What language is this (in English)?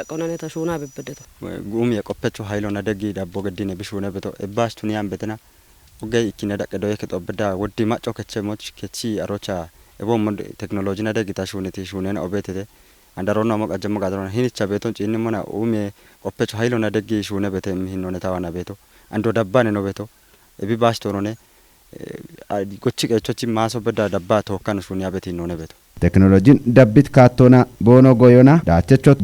Kafa